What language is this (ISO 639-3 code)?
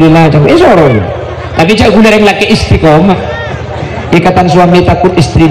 mad